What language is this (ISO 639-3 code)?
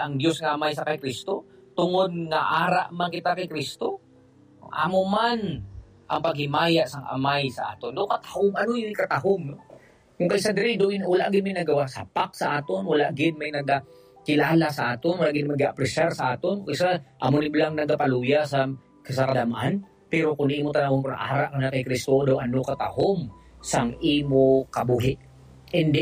hil